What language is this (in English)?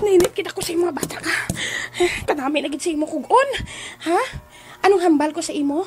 Hiligaynon